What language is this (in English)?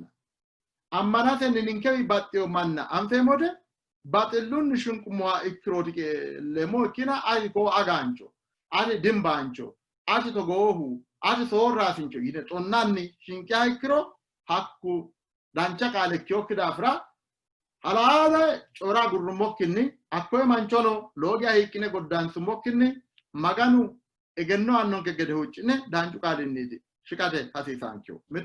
Sidamo